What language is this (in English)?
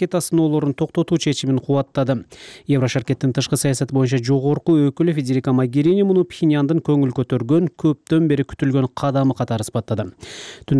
Kyrgyz